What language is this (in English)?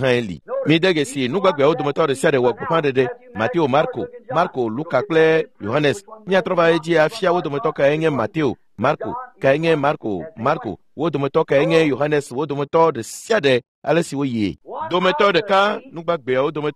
Ewe